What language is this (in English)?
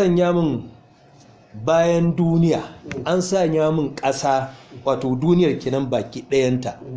Hausa